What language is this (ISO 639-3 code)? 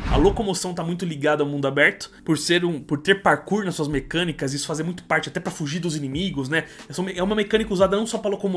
por